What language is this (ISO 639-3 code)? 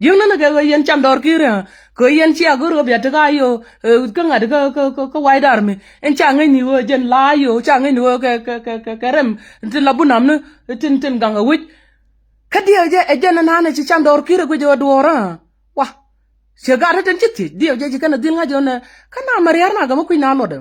nus